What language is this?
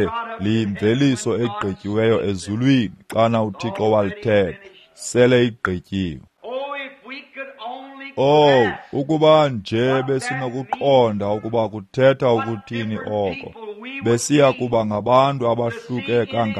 Xhosa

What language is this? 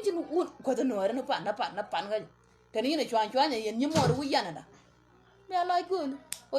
Nuer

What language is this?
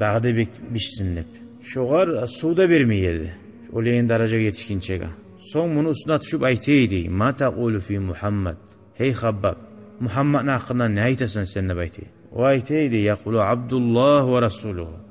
Kumyk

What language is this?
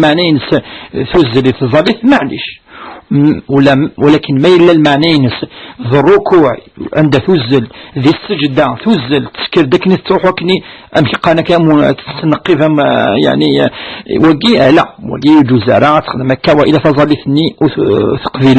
Kabyle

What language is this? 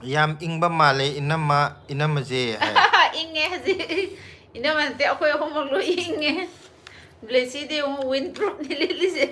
Manipuri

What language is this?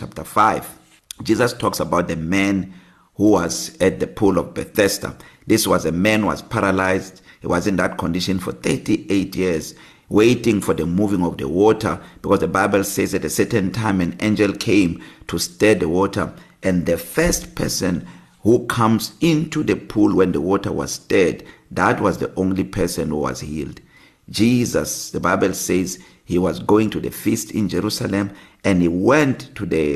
English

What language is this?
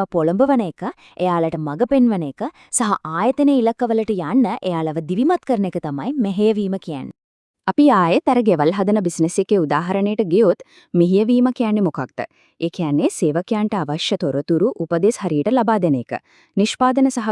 Sinhala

